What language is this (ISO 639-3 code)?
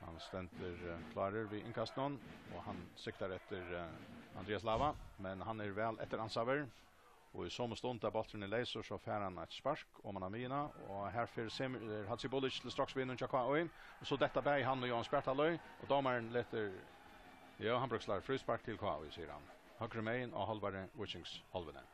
fao